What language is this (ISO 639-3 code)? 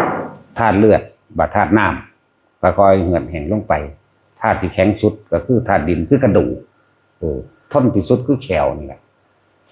tts